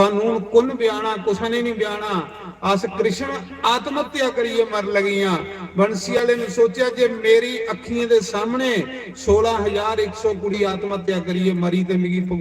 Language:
Dogri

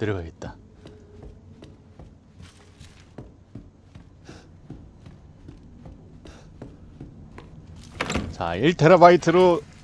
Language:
Korean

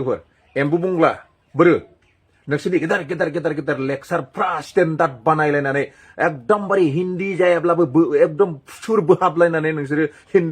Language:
Bodo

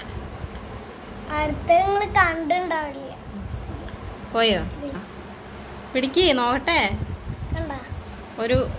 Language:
Malayalam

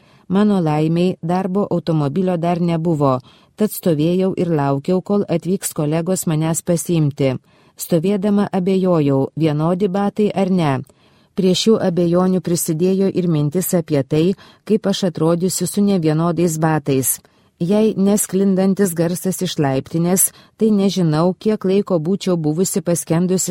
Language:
Lithuanian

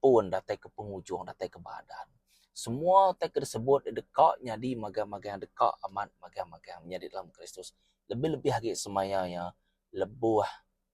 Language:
Iban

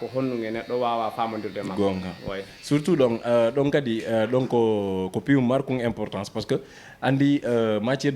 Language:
Fula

